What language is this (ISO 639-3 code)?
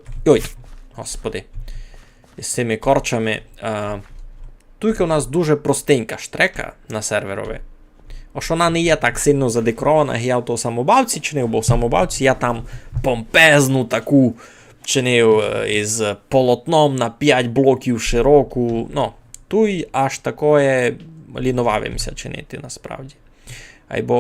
rue